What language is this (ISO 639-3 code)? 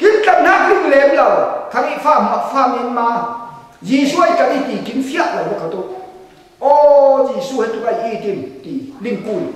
cfm